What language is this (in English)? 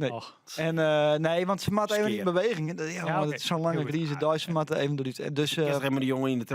Western Frisian